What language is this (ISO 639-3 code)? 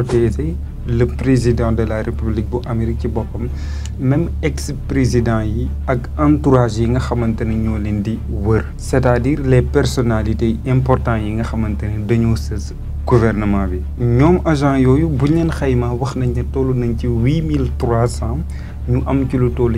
wol